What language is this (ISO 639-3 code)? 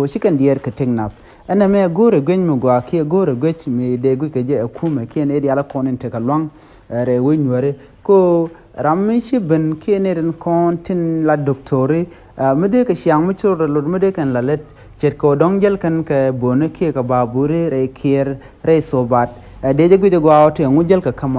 nus